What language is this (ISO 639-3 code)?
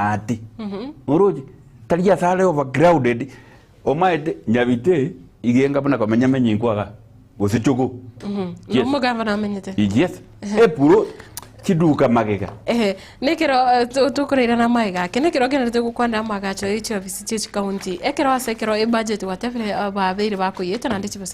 guz